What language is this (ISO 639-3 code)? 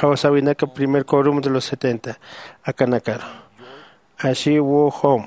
aym